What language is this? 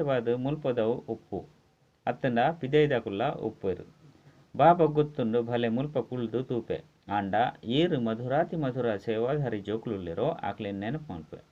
Tulu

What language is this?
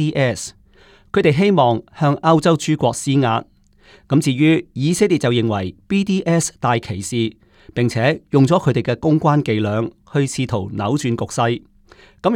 Cantonese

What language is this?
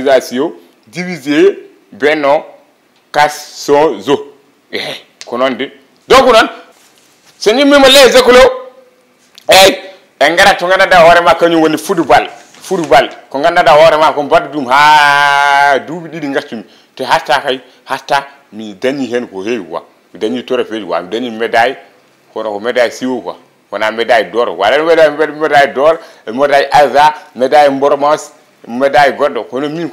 Fula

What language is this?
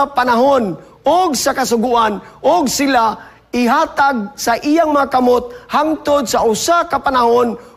Cebuano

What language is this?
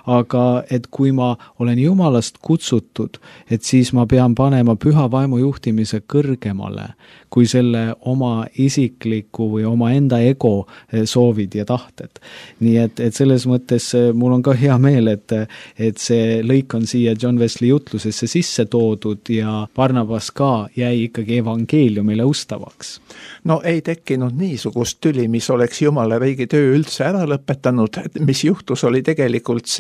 Estonian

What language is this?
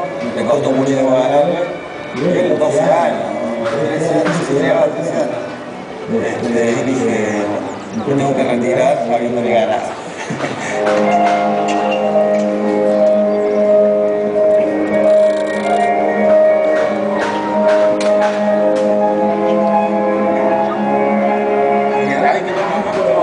Spanish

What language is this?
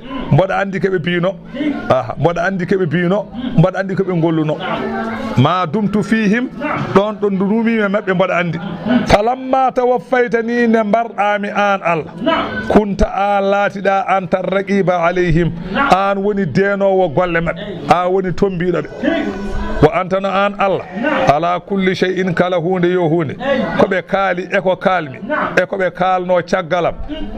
Fula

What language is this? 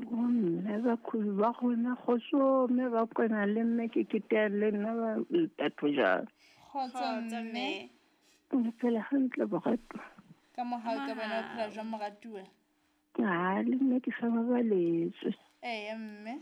Southern Sotho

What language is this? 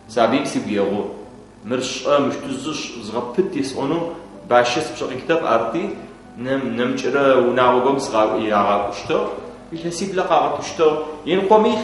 Adyghe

